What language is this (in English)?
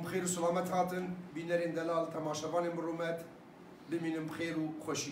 Kurdish